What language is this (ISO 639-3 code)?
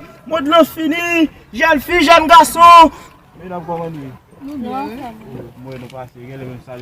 hat